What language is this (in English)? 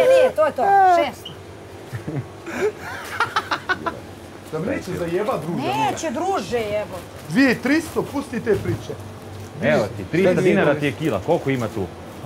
Bosnian